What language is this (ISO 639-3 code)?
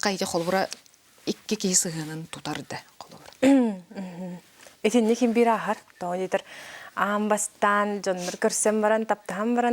sah